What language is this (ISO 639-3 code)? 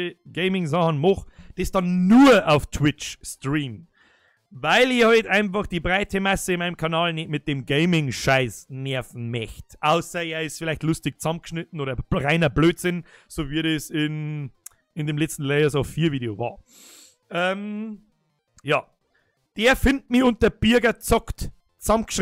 bar